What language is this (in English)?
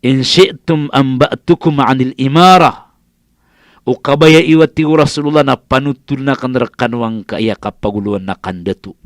Maranao